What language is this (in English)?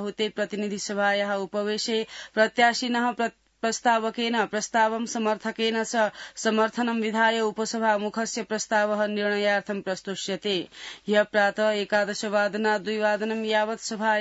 Sanskrit